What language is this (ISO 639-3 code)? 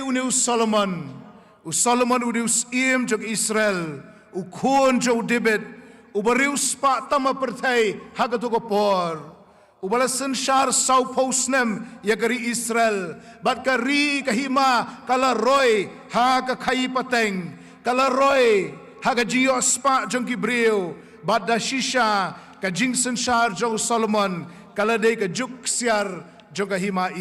kha